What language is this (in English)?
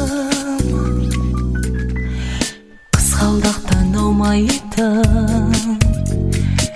Kazakh